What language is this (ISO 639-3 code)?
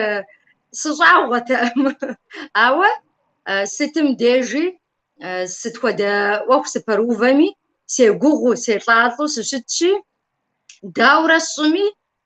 kbd